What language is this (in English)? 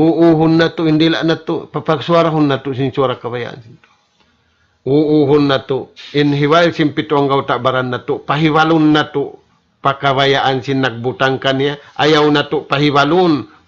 Tausug